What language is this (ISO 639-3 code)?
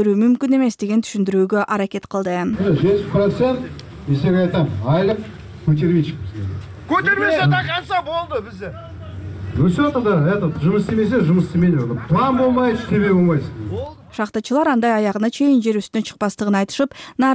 kir